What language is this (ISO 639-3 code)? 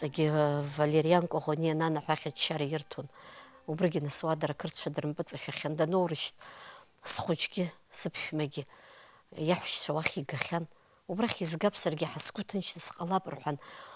abk